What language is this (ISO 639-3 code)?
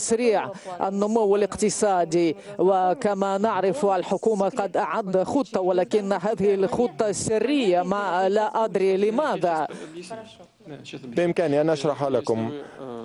ara